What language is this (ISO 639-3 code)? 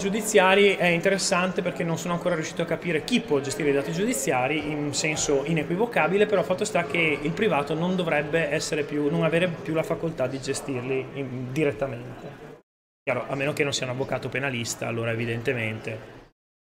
ita